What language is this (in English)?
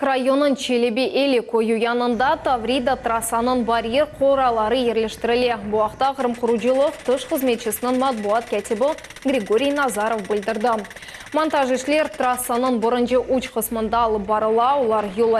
Crimean Tatar